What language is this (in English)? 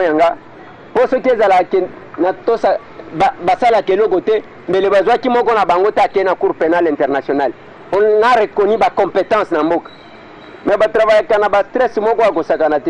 Lingala